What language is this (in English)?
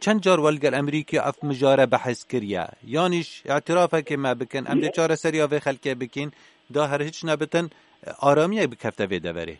Kurdish